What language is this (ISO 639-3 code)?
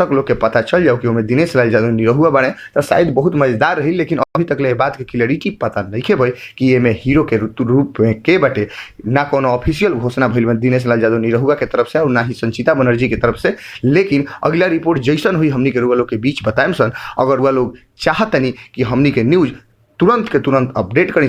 bho